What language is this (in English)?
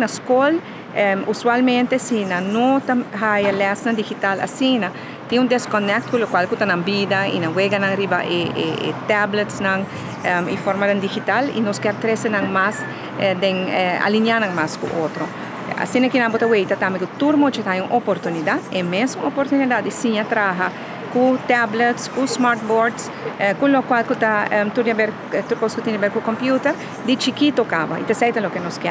Papiamento